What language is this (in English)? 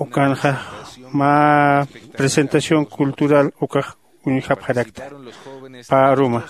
Aymara